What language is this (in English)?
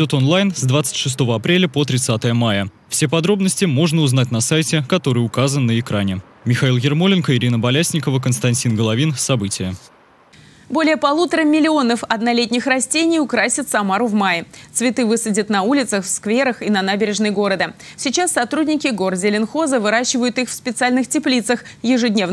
Russian